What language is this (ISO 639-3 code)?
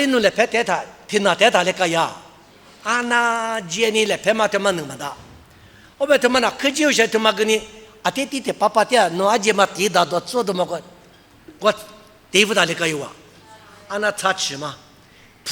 lis